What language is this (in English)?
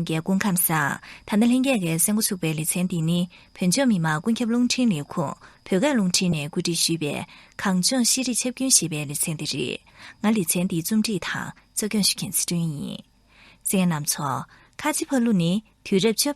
Tibetan